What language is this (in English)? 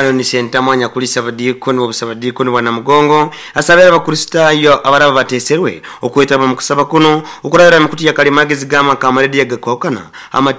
Nyoro